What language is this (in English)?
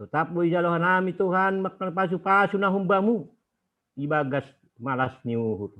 Batak Simalungun